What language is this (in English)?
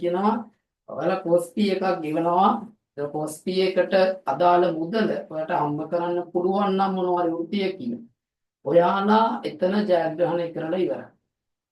Sinhala